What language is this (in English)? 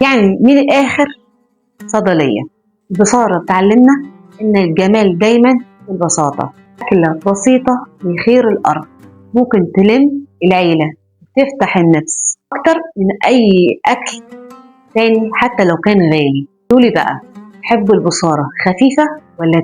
Egyptian Arabic